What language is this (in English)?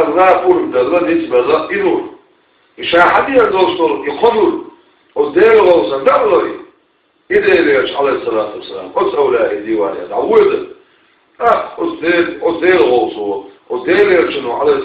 Chechen